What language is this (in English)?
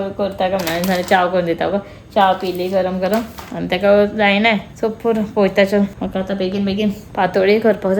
Konkani